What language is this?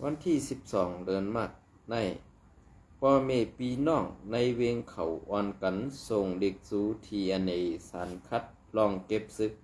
Shan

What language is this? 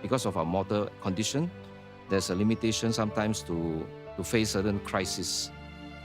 Tahitian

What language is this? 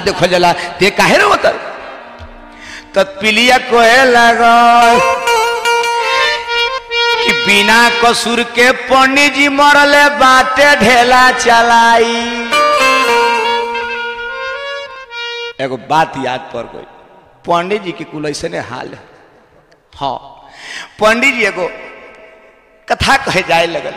Bhojpuri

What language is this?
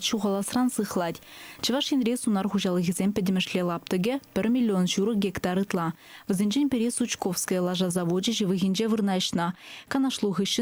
Chuvash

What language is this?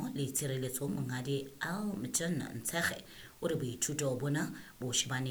Southern Sotho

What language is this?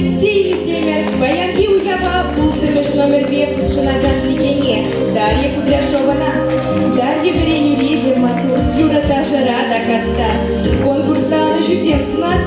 Chuvash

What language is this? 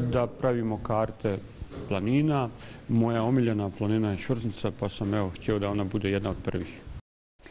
Bosnian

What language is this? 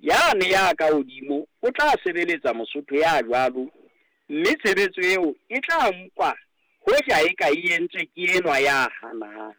Southern Sotho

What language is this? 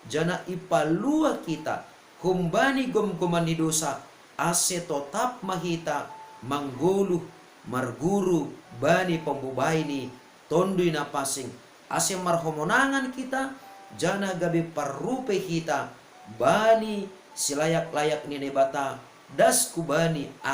Batak Simalungun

